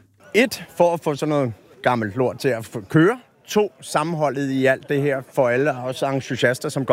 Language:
Danish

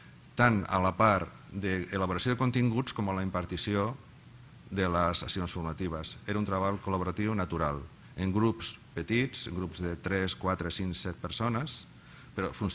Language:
Catalan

